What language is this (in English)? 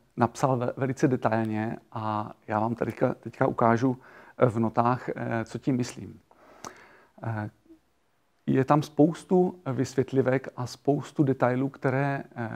Czech